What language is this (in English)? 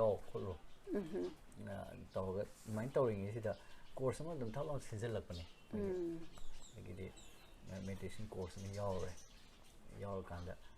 Manipuri